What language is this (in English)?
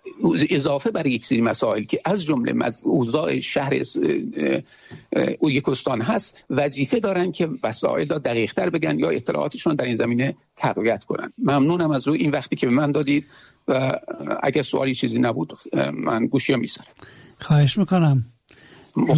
Persian